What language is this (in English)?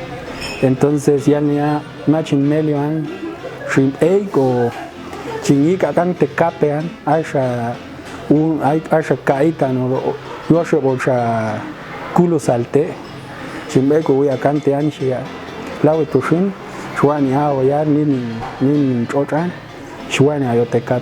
Popti'